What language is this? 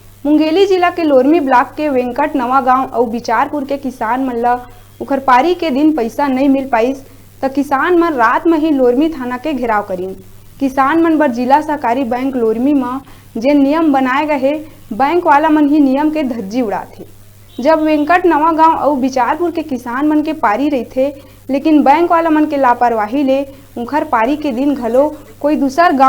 Chhattisgarhi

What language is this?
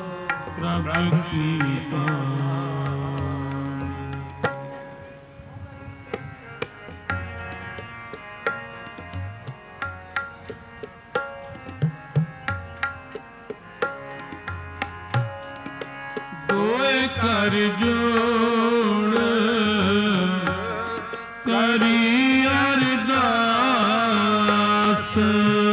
Punjabi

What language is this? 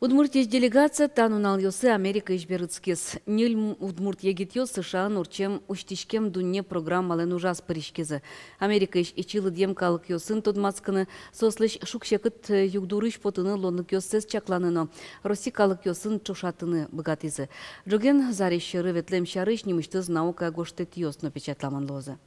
Udmurt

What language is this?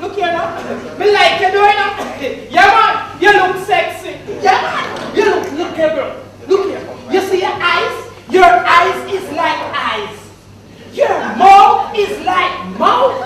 Jamaican Creole English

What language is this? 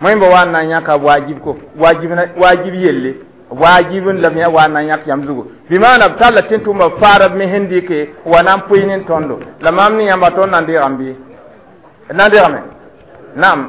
Mossi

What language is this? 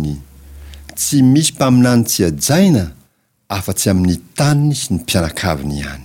Malagasy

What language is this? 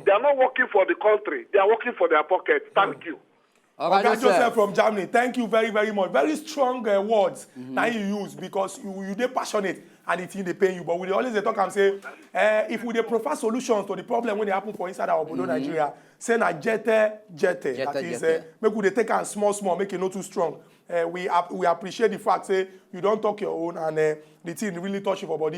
Nigerian Pidgin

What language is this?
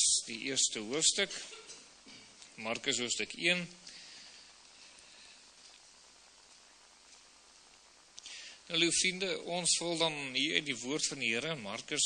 Afrikaans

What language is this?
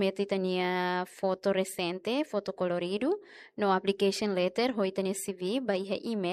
Tetum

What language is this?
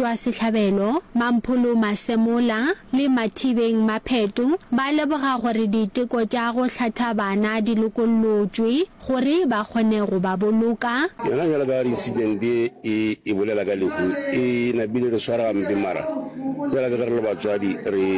Northern Sotho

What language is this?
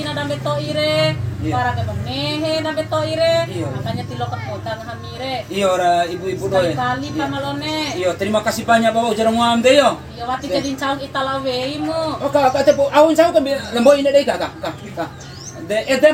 Bima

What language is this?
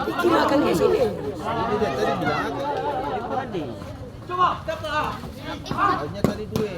Ambonese Malay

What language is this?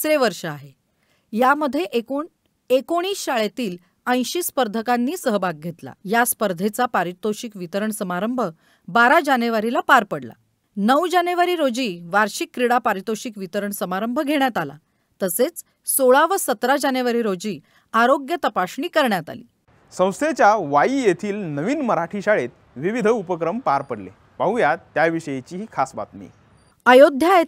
Marathi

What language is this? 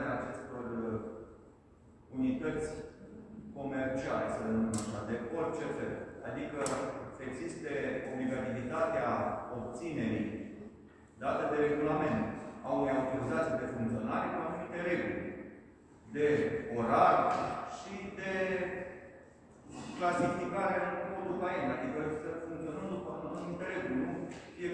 Romanian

